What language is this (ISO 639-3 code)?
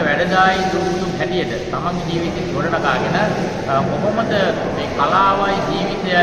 sin